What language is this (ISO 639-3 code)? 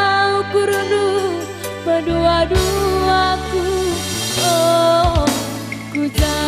btx